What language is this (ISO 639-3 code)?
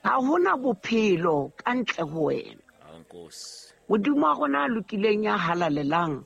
sot